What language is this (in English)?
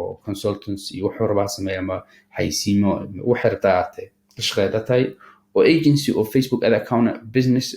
Somali